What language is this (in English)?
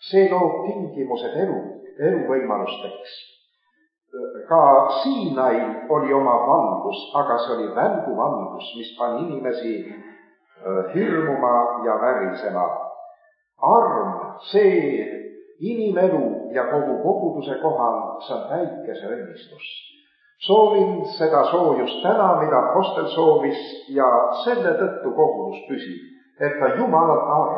Estonian